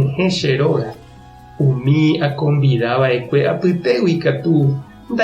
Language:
Guarani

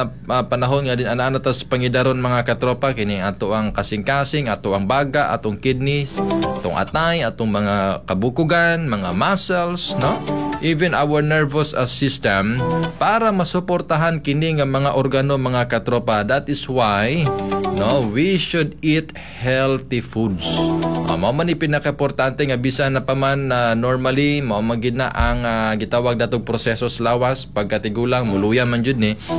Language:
Cebuano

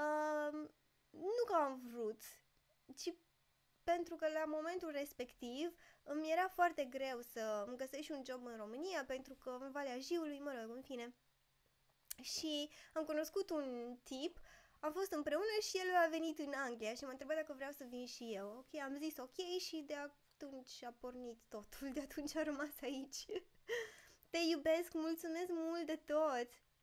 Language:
Romanian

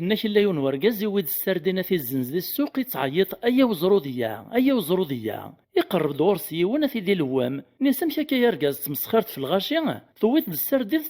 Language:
Kabyle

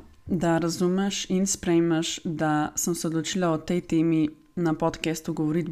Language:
Slovenian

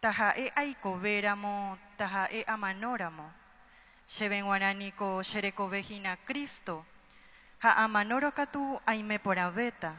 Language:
Guarani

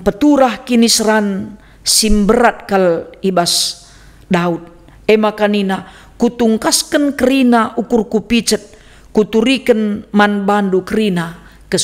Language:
Batak Karo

